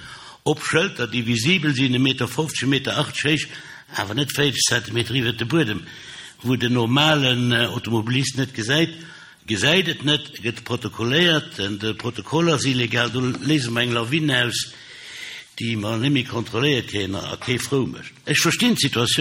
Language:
Luxembourgish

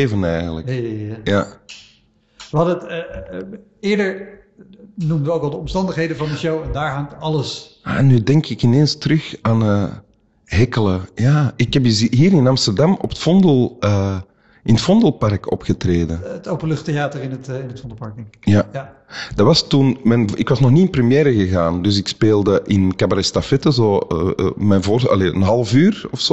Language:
Dutch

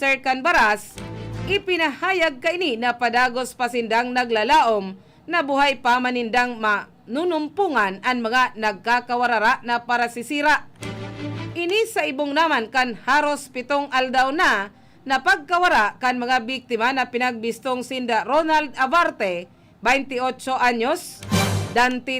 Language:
Bikol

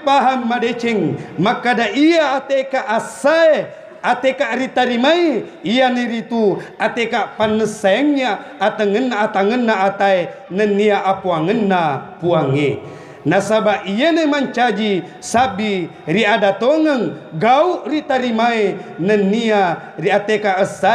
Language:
Buginese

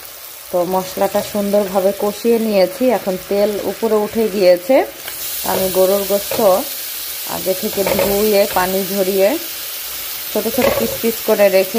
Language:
Bangla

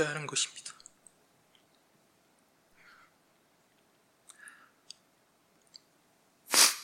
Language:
Korean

